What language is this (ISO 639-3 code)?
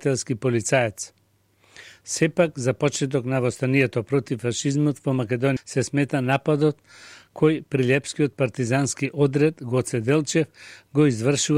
mkd